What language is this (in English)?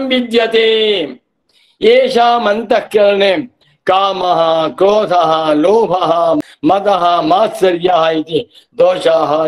Sanskrit